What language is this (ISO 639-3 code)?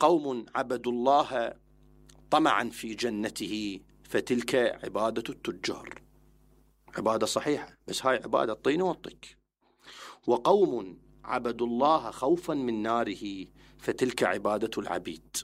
acm